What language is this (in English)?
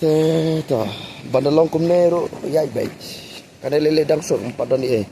Khasi